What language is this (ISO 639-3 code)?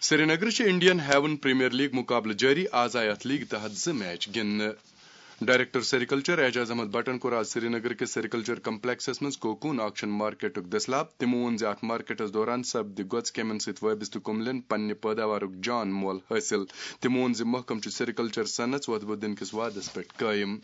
kas